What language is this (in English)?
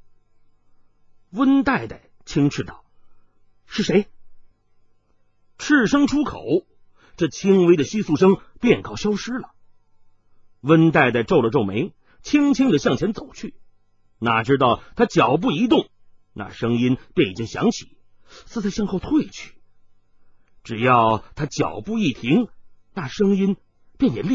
Chinese